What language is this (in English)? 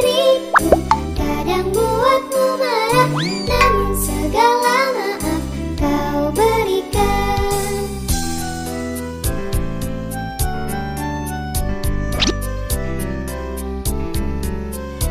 Indonesian